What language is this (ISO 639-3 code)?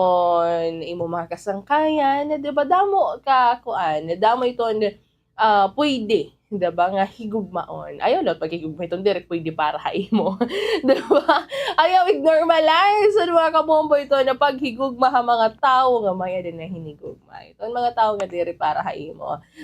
war